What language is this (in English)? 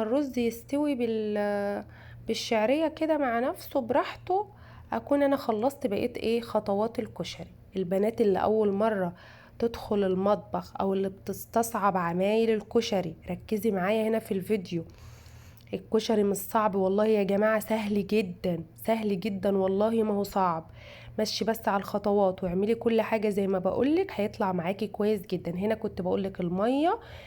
Egyptian Arabic